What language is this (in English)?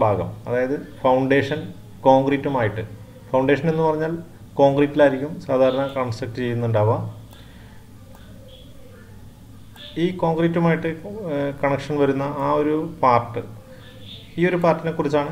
Malayalam